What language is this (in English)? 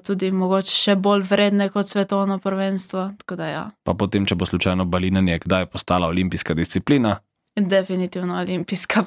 Slovenian